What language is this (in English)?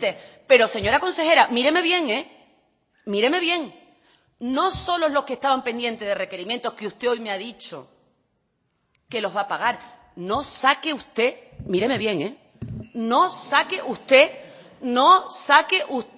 Spanish